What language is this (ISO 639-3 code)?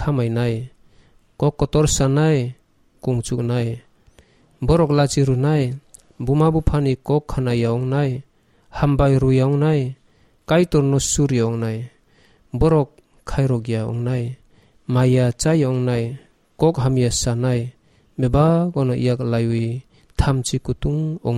trp